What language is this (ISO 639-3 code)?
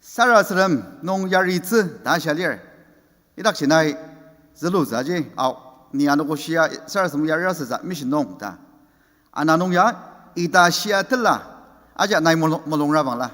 njo